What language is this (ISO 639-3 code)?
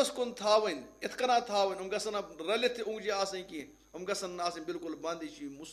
kas